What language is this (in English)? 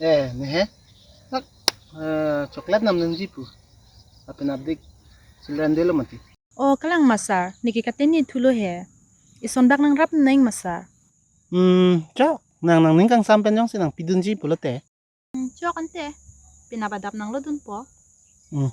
Karbi